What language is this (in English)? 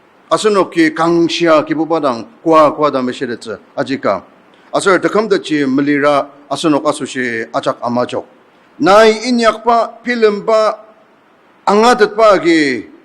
Ao Naga